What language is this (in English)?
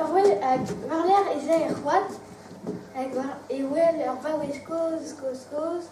Breton